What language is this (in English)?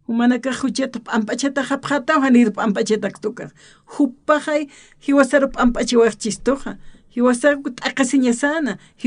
Aymara